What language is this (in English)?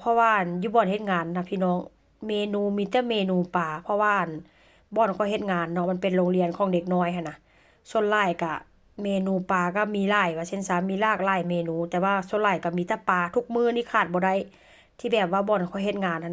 Northeastern Thai